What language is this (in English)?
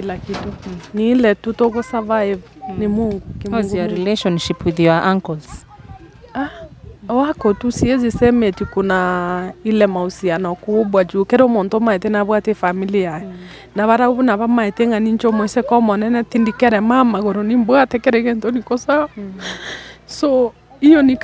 Gusii